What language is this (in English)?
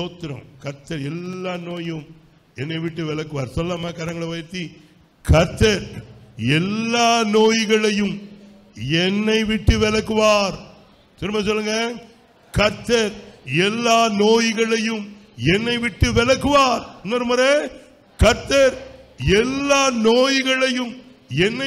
Tamil